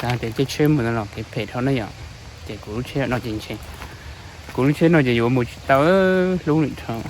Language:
Hmong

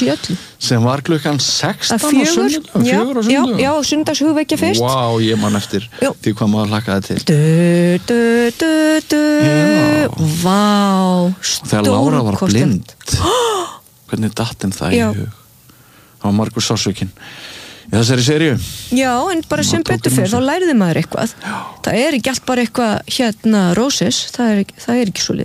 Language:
Icelandic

